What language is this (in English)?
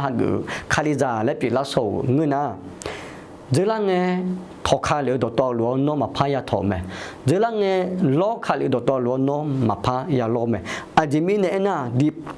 Akha